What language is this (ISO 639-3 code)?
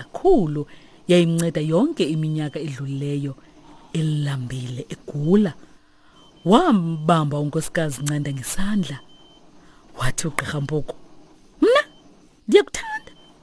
xho